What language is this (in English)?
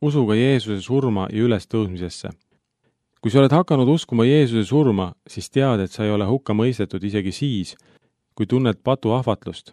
Estonian